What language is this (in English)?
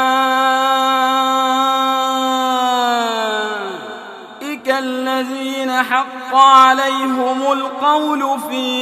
Arabic